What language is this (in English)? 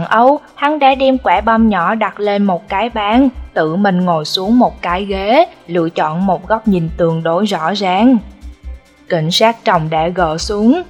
Vietnamese